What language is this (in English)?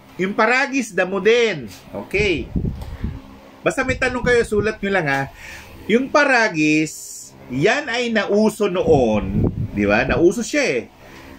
Filipino